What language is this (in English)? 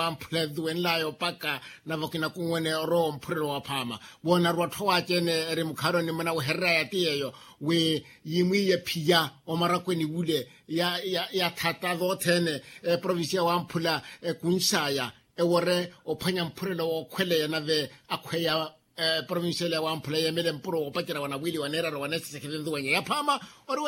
Makhuwa